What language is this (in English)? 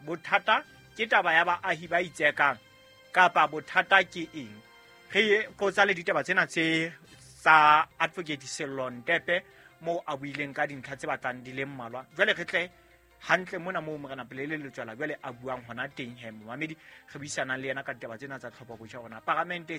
Southern Sotho